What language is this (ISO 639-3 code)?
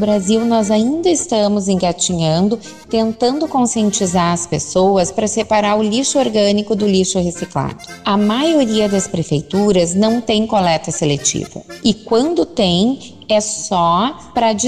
por